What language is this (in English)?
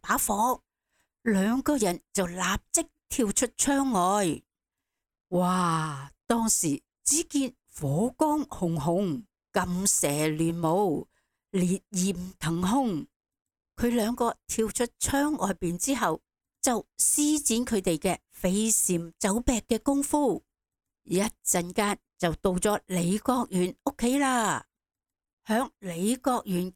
Cantonese